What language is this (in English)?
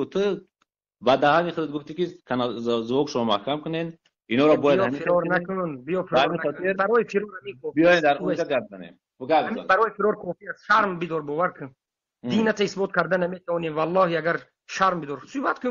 Tajik